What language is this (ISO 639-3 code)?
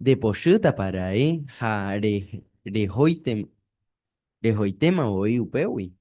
grn